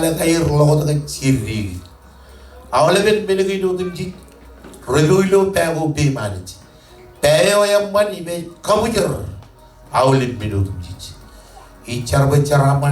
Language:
Marshallese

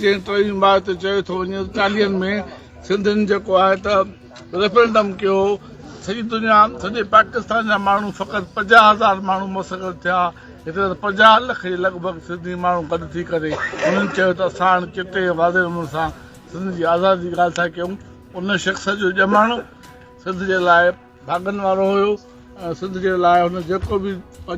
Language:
Sindhi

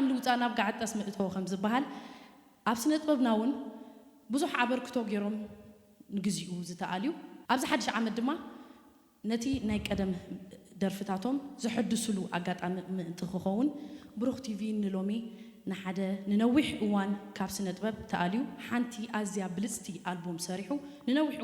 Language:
Tigrinya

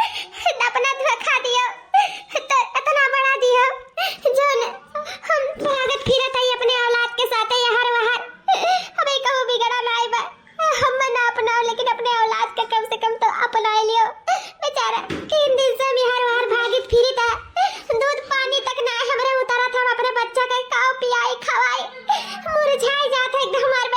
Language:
Awadhi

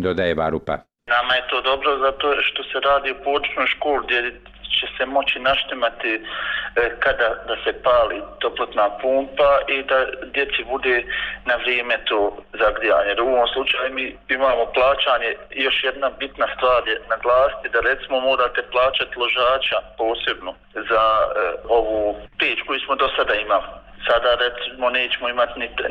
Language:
Bosnian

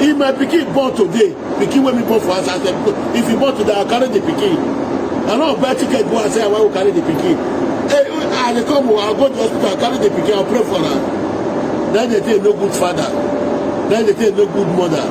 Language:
Nigerian Pidgin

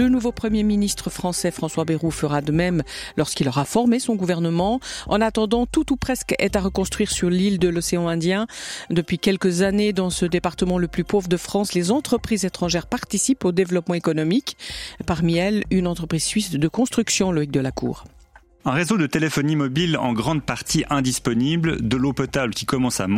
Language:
French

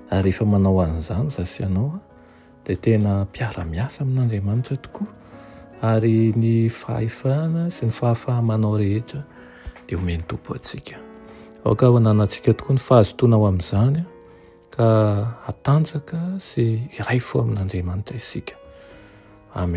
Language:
Malagasy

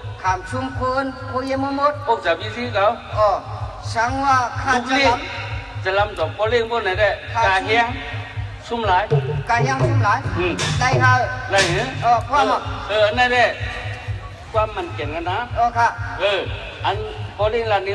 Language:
Shan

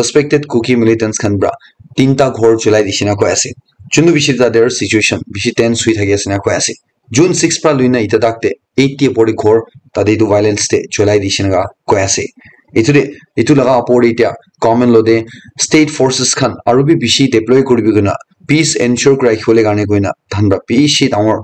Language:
Naga Pidgin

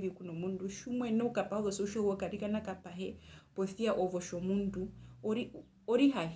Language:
Herero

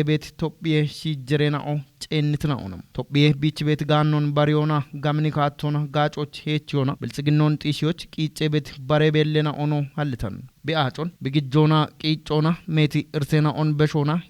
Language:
Kafa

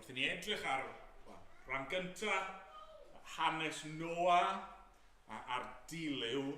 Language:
Welsh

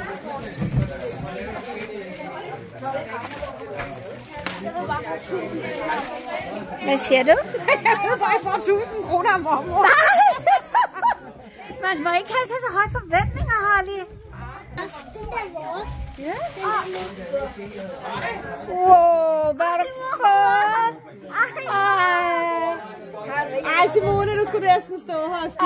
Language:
Danish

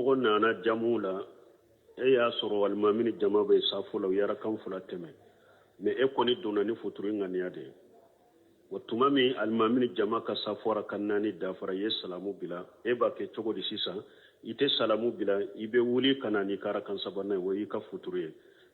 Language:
Bambara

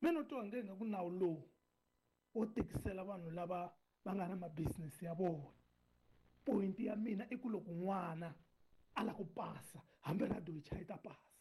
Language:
Tsonga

